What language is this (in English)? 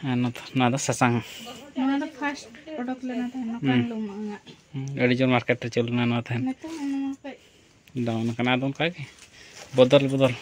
Santali